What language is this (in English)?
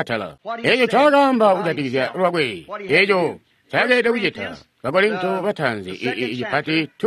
Tonga (Zambia)